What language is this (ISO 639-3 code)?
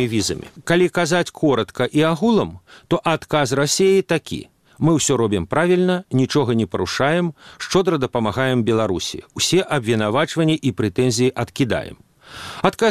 bel